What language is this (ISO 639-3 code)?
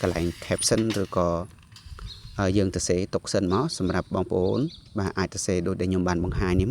khm